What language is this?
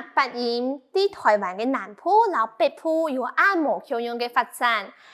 Hakka Chinese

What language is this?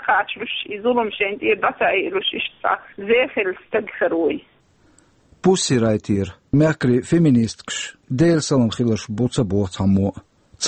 Chechen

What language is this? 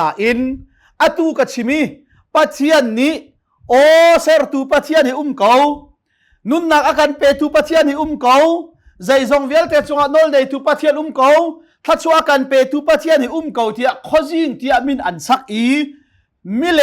Hakha Chin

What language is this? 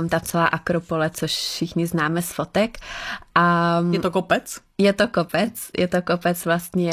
Czech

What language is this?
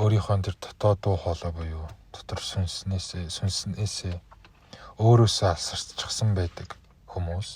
Mongolian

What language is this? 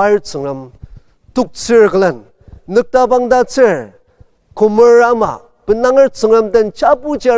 Ao Naga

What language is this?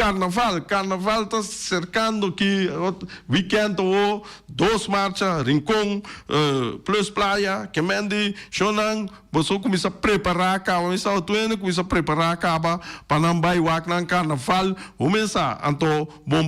Papiamento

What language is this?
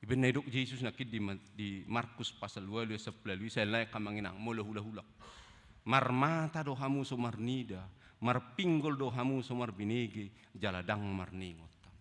Batak Toba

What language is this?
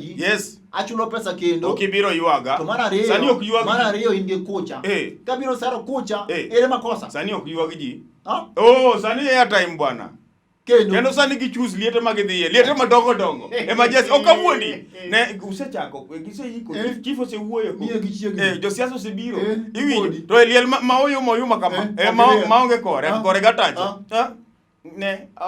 Luo (Kenya and Tanzania)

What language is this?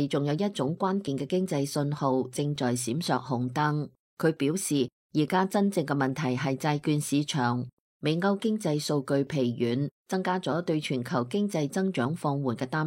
Cantonese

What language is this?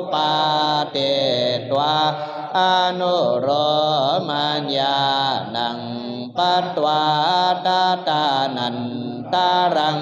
Pali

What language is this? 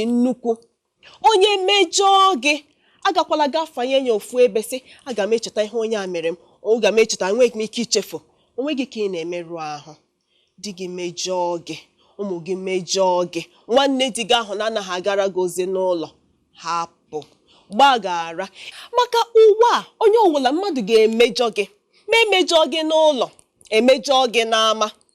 Igbo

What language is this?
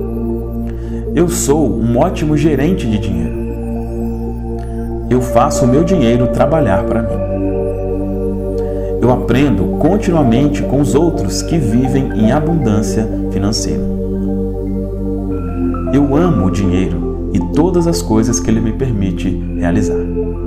Portuguese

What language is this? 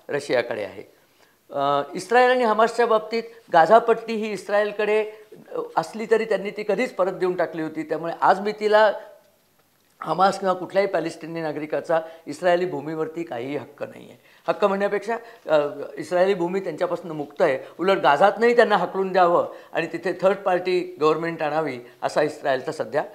Marathi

